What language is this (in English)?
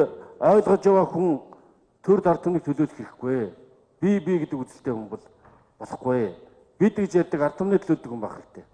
Mongolian